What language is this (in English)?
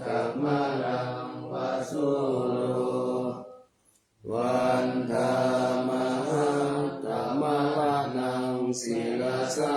Pali